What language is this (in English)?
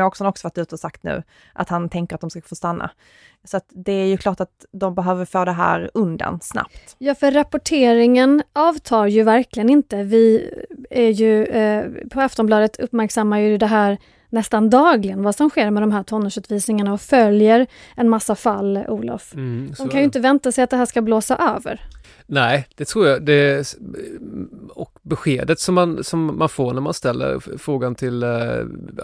Swedish